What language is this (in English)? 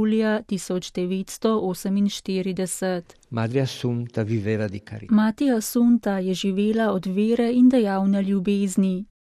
Slovenian